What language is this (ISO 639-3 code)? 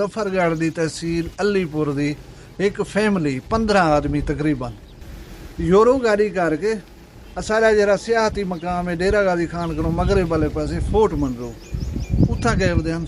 skr